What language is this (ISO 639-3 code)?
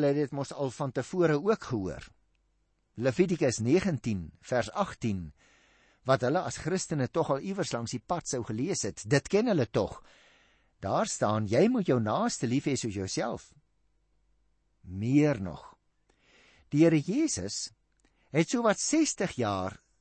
afr